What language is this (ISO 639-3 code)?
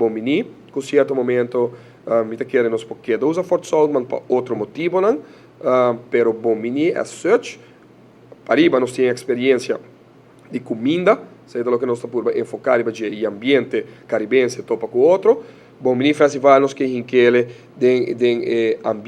pap